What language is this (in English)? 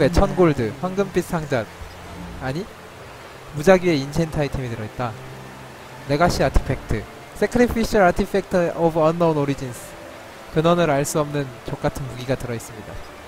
Korean